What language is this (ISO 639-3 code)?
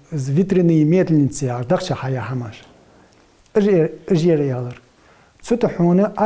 inh